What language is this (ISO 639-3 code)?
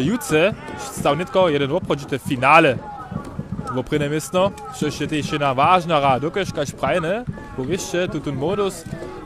hsb